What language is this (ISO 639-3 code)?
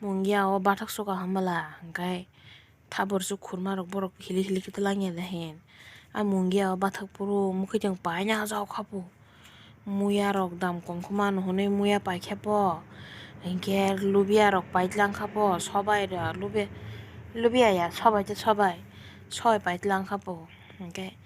trp